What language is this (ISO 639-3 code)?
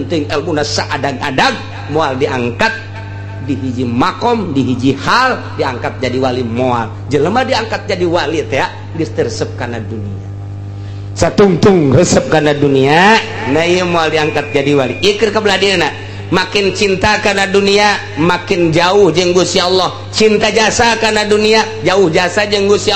sun